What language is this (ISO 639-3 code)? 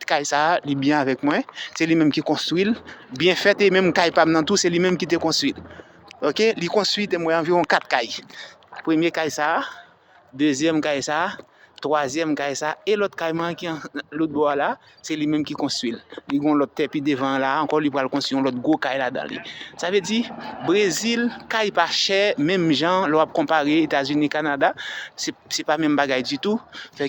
hat